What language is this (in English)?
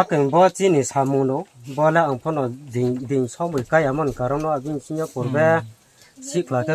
Riang (India)